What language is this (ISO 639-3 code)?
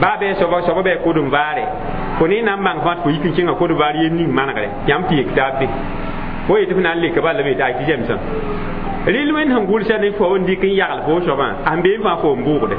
mos